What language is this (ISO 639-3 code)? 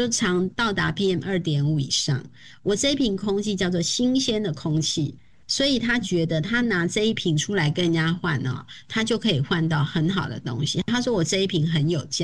zho